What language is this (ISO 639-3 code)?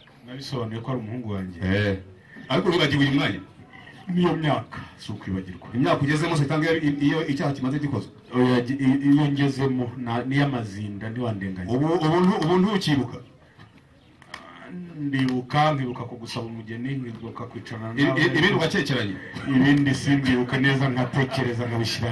kin